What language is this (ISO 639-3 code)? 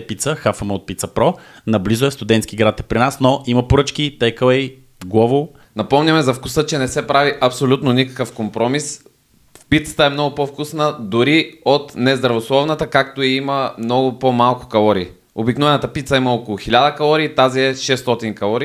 bul